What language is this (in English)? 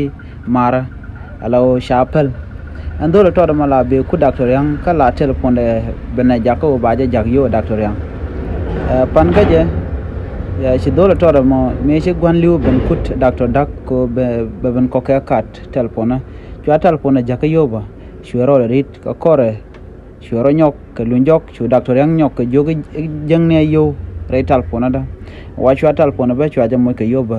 Nuer